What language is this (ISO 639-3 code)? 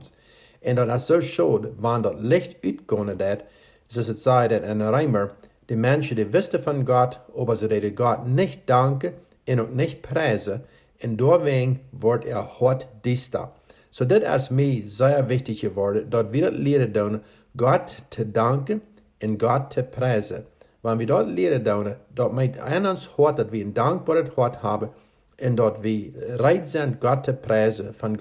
pdt